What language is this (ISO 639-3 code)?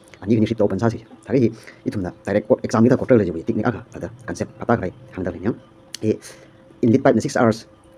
nmf